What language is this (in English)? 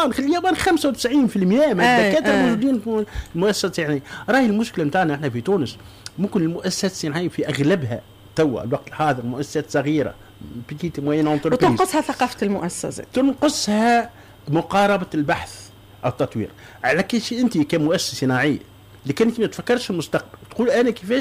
Tunisian Arabic